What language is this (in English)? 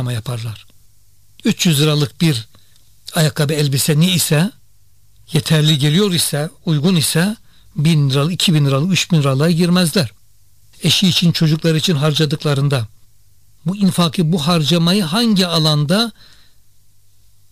Turkish